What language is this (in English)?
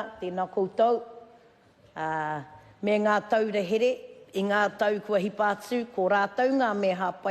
Māori